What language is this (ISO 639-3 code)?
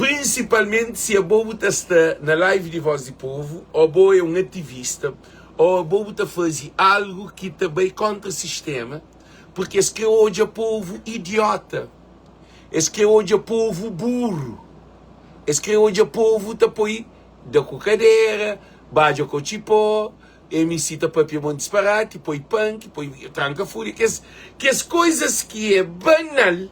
kea